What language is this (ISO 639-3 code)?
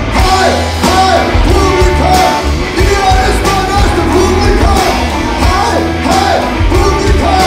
dan